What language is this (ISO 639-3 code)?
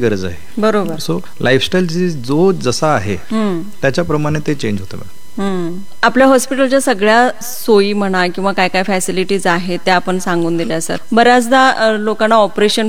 mar